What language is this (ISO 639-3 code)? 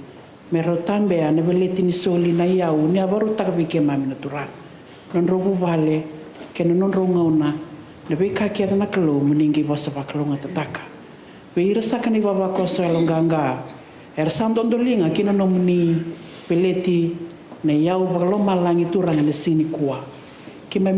fij